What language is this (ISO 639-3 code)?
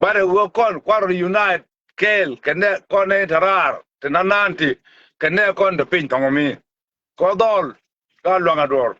nus